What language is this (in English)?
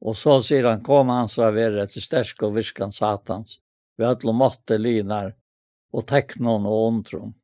Faroese